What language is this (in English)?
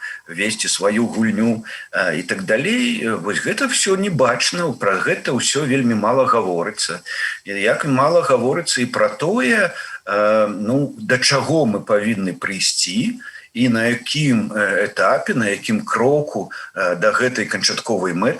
Belarusian